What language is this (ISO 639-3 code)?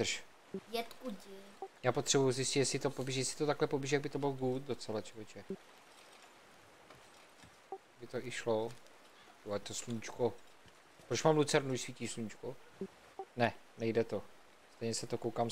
ces